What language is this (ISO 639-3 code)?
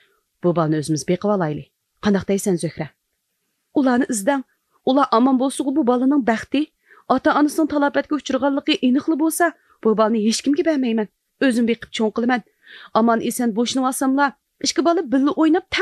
uig